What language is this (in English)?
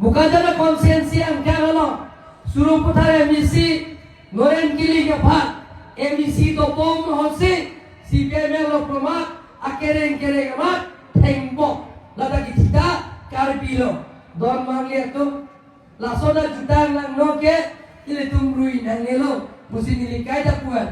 Karbi